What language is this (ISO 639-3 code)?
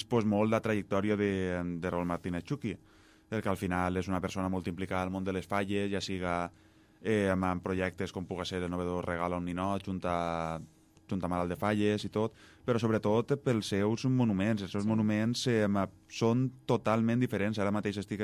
cat